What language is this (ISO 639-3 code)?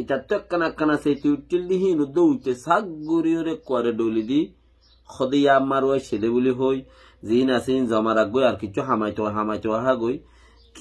rhg